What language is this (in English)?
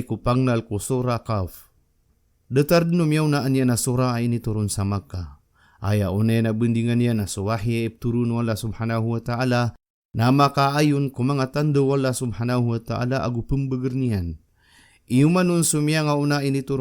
Maranao